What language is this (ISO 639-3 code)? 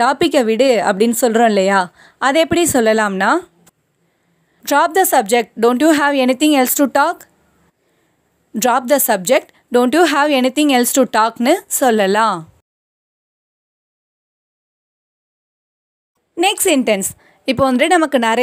tam